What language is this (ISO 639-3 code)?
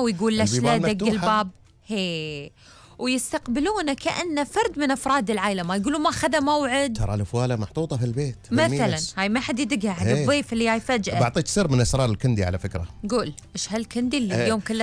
afb